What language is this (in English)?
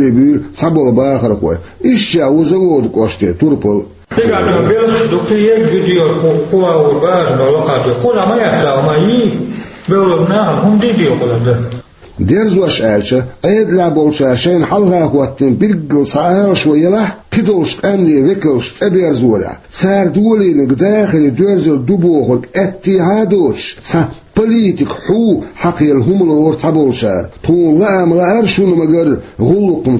Chechen